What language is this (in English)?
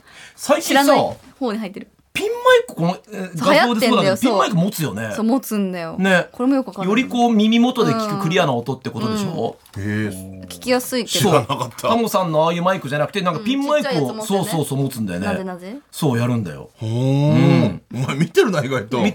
Japanese